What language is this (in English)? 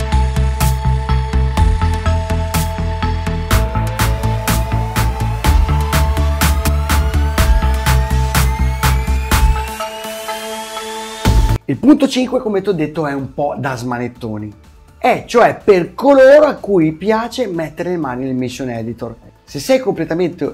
Italian